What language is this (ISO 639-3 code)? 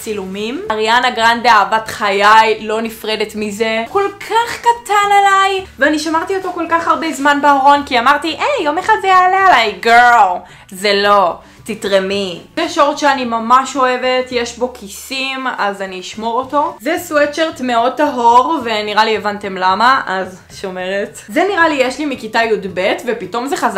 heb